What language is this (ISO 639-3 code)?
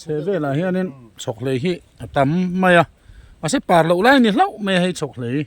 lus